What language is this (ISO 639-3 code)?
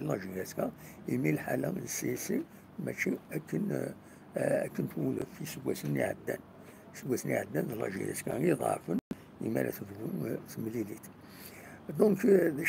kab